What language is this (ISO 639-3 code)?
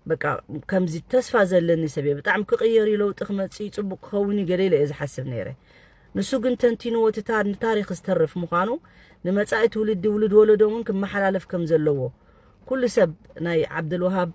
tir